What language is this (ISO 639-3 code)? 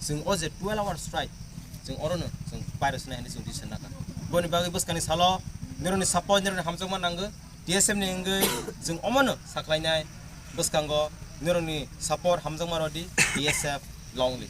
trp